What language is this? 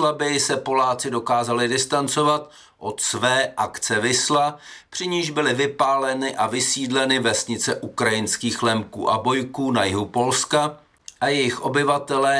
Czech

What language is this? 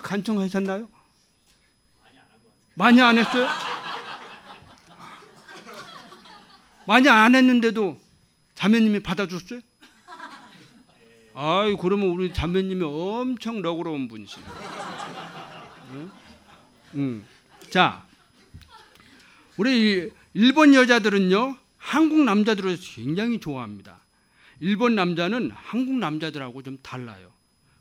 Korean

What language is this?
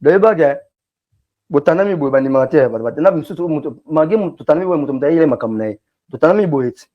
Lingala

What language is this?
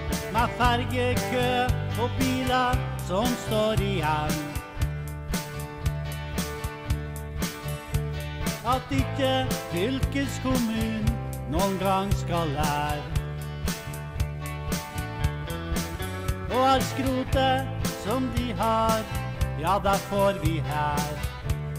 Norwegian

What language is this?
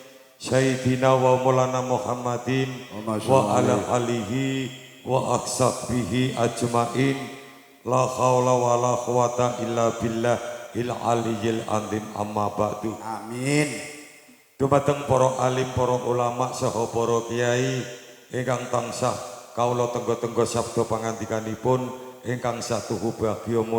Javanese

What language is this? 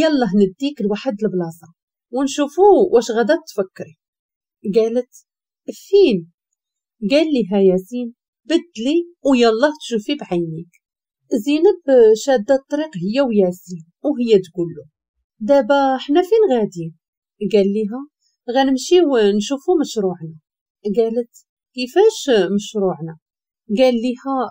Moroccan Arabic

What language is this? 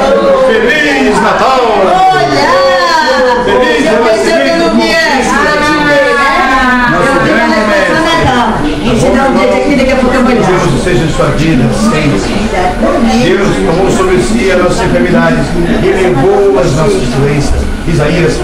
Portuguese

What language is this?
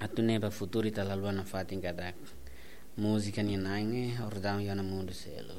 Tetum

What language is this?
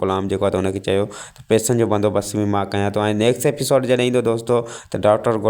Sindhi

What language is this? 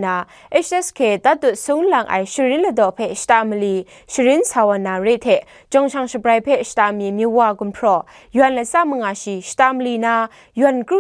Kachin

